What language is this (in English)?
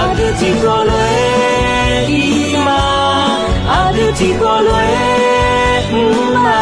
Akha